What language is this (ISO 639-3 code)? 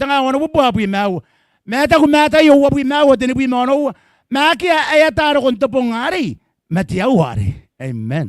gil